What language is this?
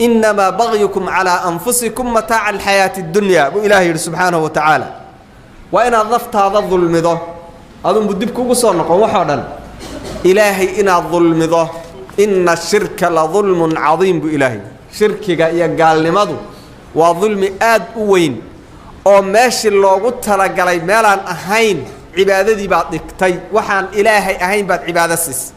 Somali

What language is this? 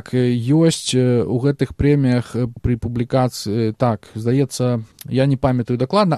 Belarusian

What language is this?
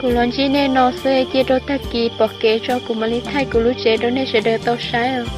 Hmong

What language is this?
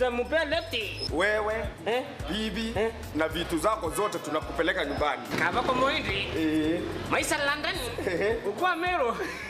Meru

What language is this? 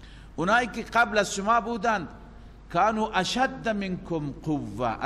Persian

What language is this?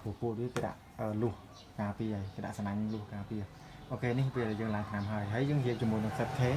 Khmer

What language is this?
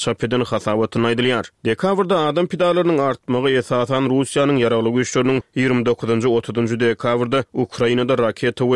Turkmen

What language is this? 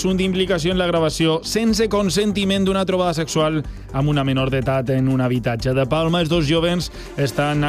Catalan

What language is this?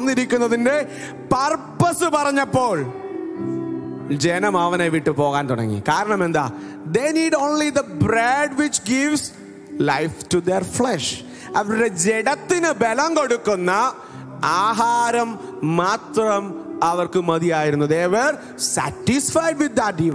Malayalam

